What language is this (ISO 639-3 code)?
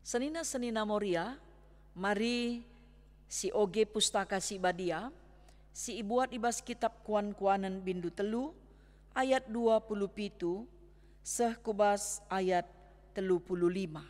btx